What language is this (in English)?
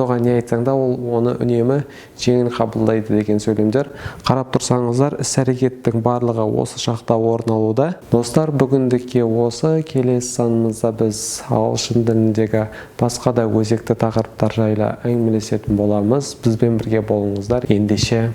Kazakh